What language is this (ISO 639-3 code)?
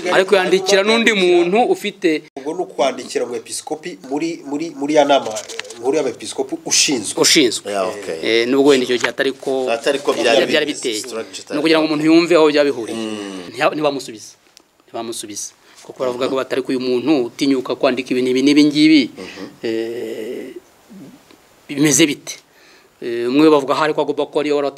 kin